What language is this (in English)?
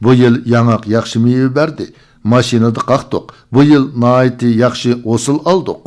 Uyghur